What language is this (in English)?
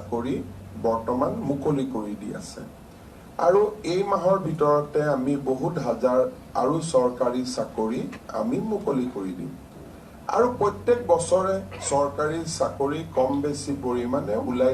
Assamese